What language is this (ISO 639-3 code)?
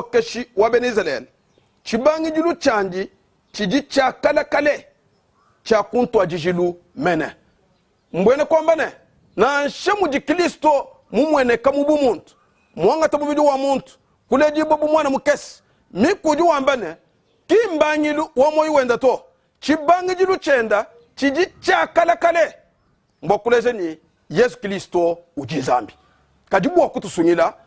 lua